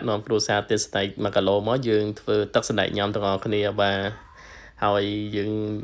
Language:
Khmer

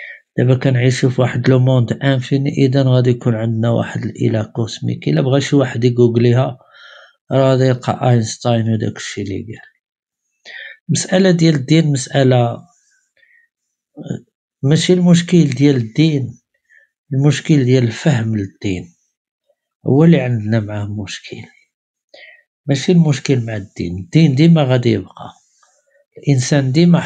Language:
Moroccan Arabic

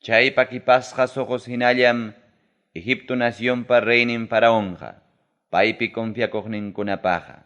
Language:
Ayacucho Quechua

